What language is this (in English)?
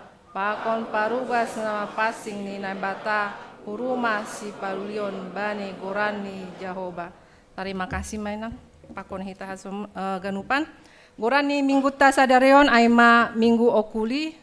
Batak Simalungun